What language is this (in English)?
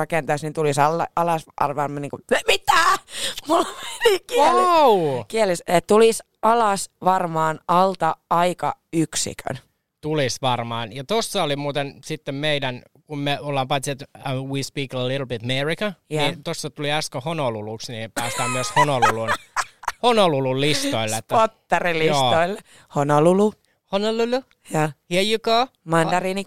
Finnish